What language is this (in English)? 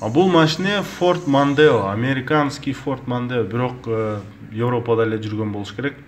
Kyrgyz